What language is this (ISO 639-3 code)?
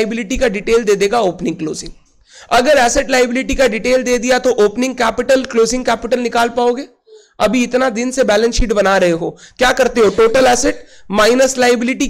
hin